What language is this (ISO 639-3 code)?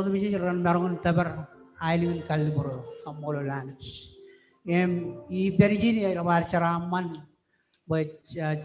mah